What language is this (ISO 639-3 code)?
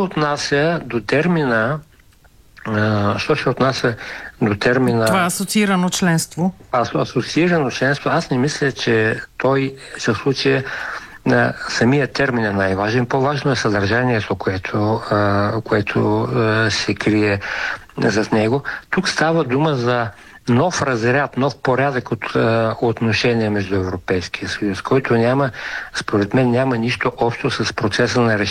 bul